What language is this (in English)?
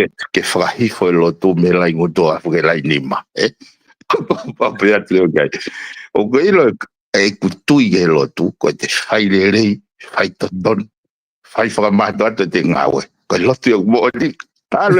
Tongan